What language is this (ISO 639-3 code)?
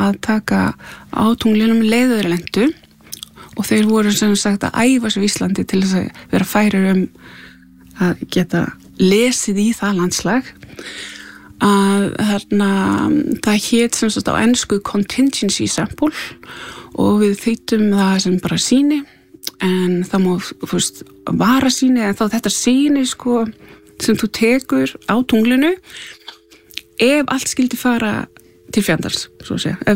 isl